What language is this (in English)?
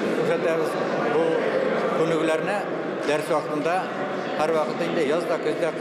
Tatar